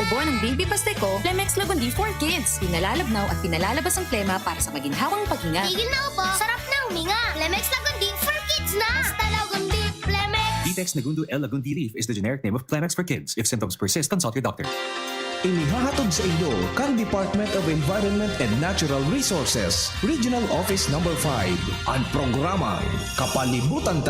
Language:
Bikol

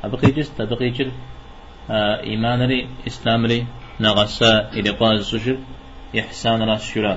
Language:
Kabardian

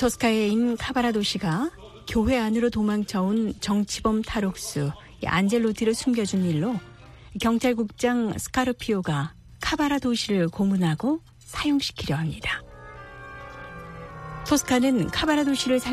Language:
Korean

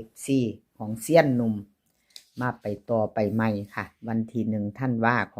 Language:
Lao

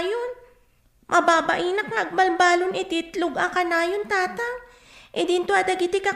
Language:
Iloko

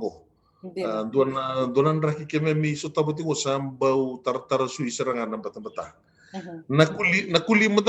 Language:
Fijian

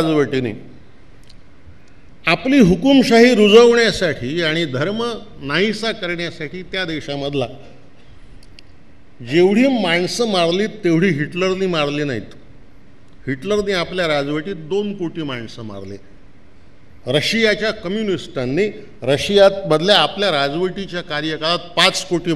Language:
Marathi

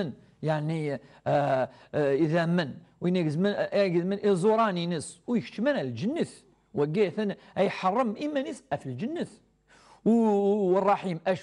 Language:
Kabyle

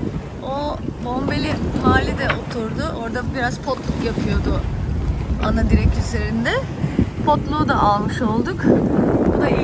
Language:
Turkish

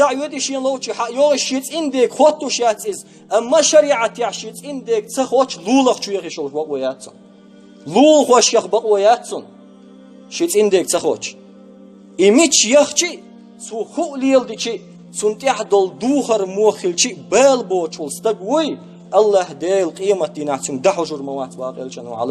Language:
Chechen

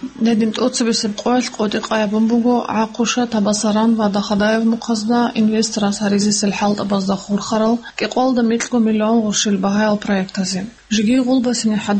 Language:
Avaric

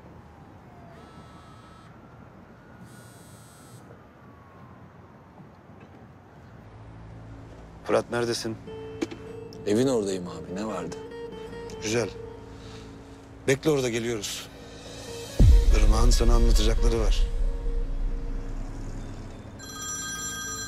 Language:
Turkish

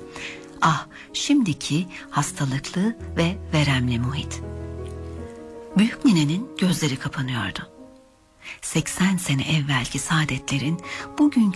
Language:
Turkish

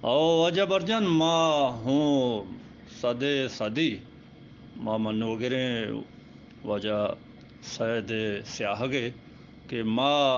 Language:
Eastern Balochi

